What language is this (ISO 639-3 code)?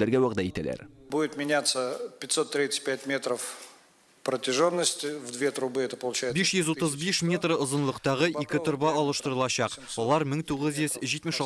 tat